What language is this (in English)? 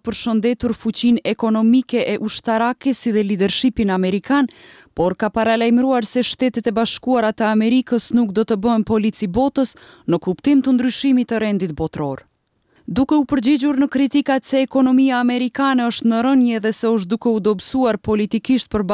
Albanian